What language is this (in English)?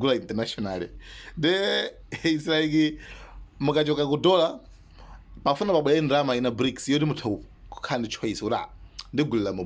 Nyanja